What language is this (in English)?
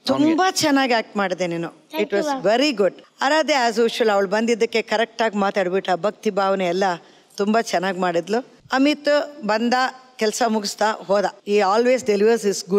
Kannada